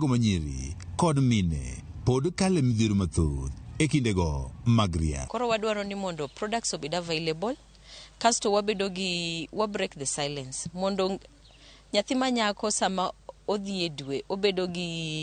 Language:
Luo (Kenya and Tanzania)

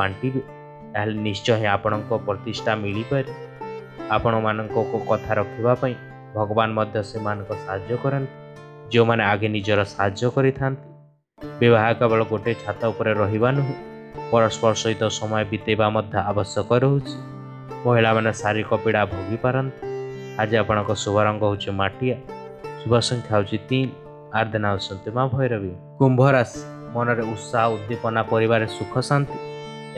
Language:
Odia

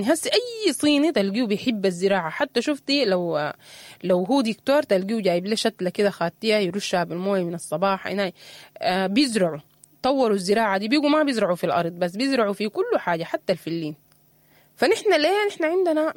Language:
Sudanese Arabic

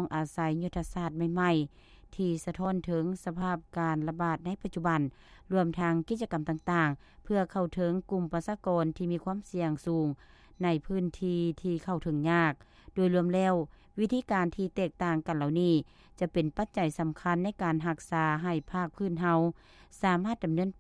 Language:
Lao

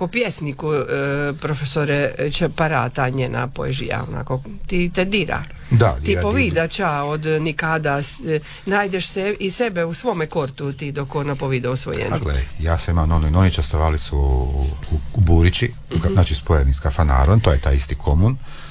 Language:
Croatian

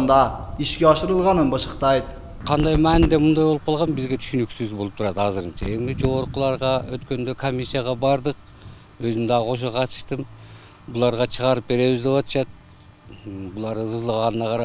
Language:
Kyrgyz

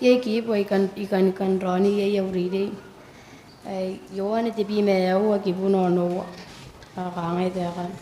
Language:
Gilbertese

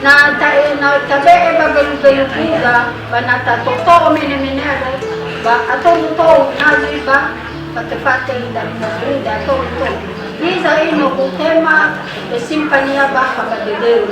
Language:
Nias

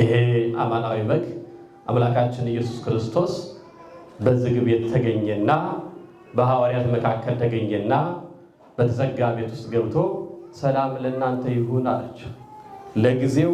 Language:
Amharic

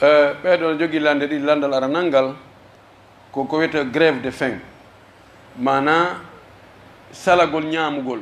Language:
Pular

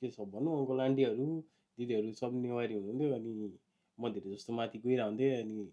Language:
Nepali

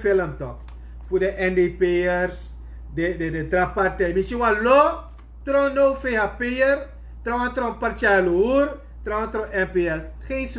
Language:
Sranan Tongo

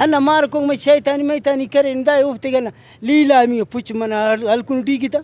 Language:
Brahui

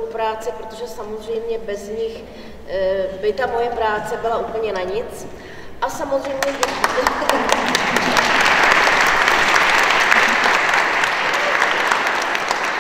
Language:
Czech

